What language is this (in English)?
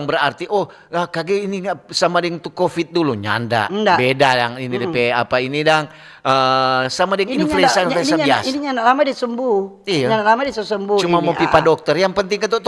Manado Malay